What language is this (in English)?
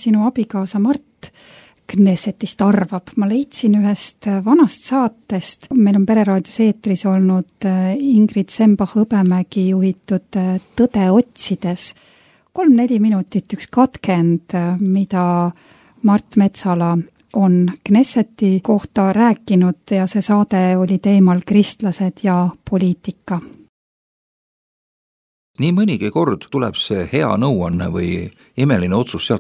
Estonian